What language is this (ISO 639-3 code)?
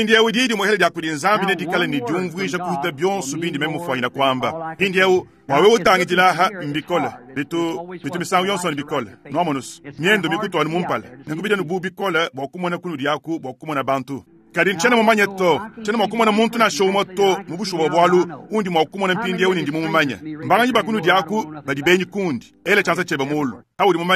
lua